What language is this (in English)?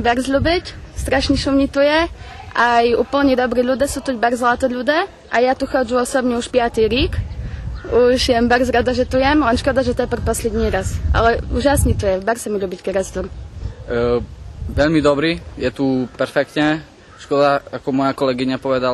Rusyn